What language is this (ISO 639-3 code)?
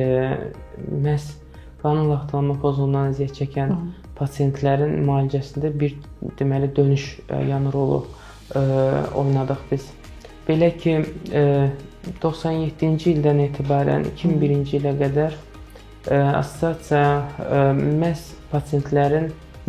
aze